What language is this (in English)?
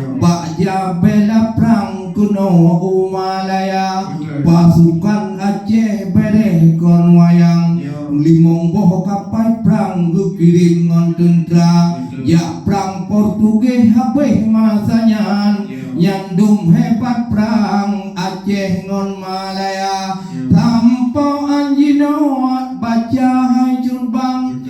Achinese